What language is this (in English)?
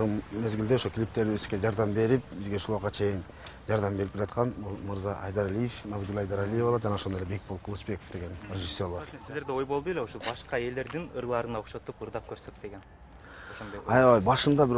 Kyrgyz